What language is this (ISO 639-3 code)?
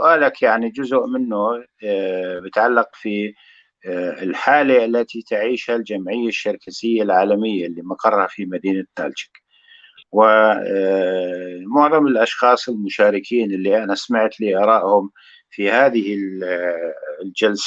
apc